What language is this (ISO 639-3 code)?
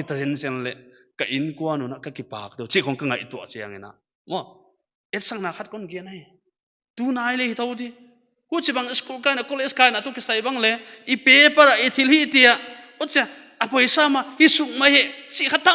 pck